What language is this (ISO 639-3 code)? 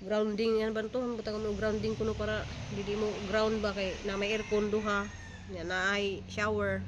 ceb